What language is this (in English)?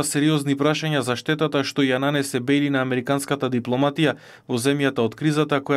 Macedonian